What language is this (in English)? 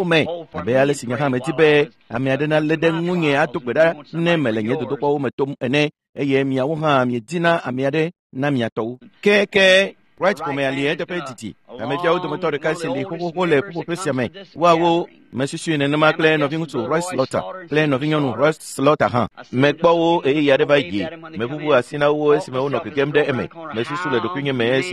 Ewe